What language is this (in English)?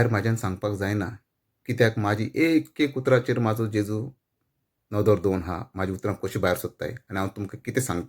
Konkani